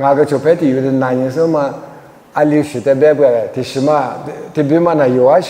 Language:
Lisu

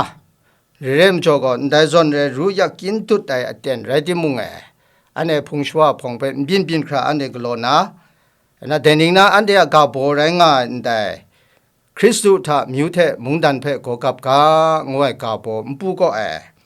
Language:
Kachin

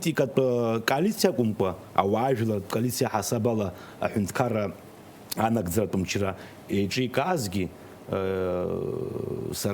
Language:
Abkhazian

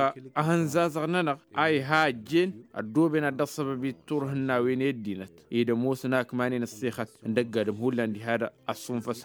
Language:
Tamasheq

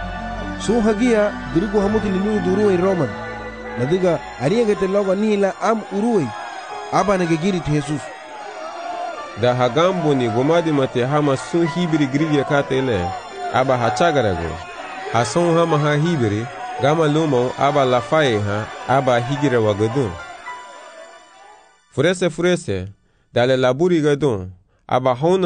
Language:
Garifuna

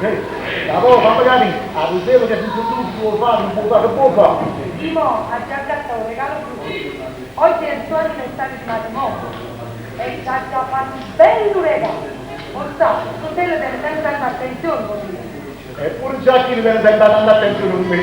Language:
Neapolitan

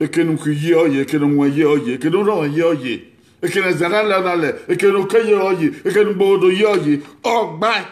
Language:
Bini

